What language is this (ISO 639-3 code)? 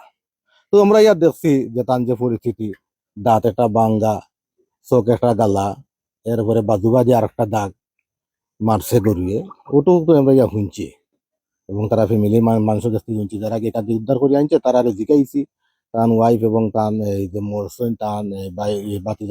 syl